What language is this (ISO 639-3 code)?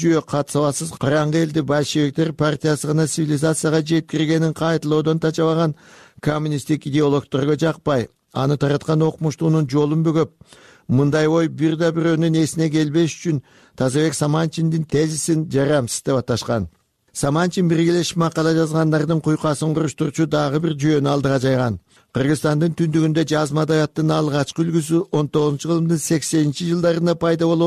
kir